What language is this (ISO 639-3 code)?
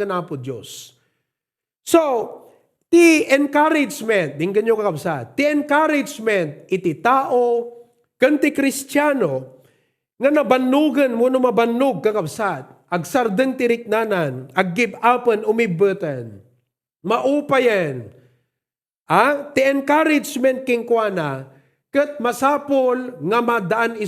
ilo